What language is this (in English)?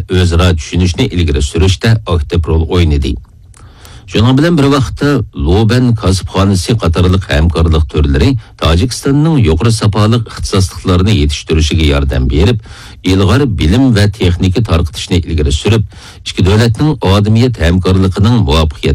Uyghur